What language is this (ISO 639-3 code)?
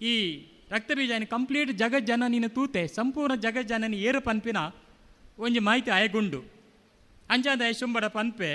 tcy